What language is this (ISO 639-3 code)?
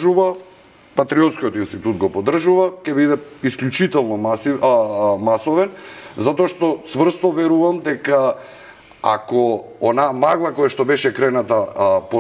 mkd